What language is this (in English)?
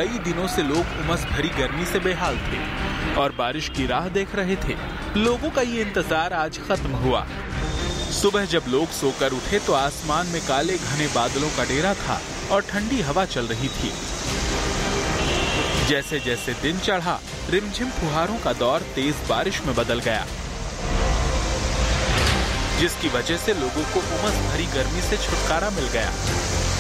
Hindi